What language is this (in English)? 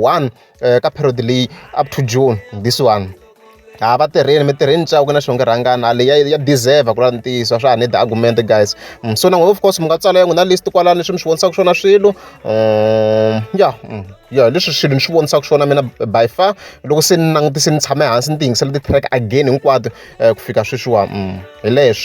Tsonga